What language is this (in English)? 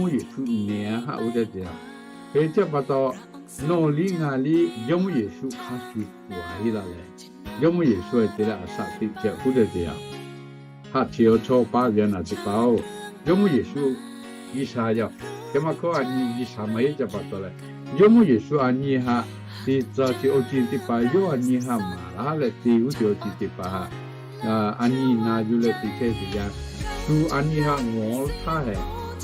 Lahu